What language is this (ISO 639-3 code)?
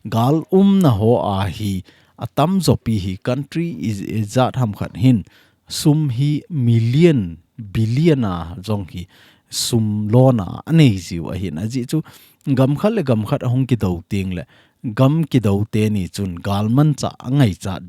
tcz